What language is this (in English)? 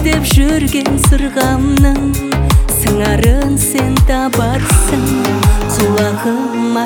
Kazakh